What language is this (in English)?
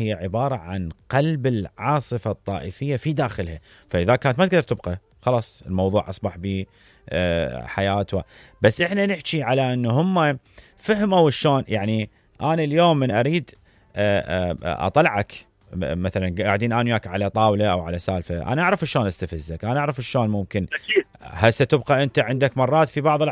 Mesopotamian Arabic